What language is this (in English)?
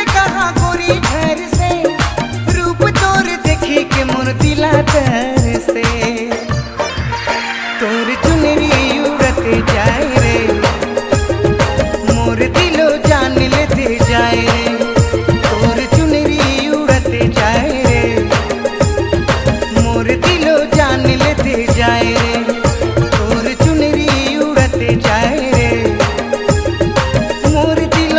Sadri